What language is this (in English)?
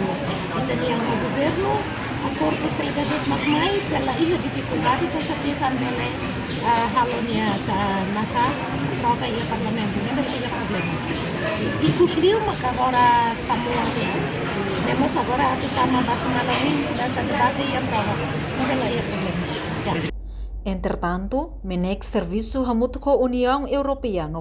Tetum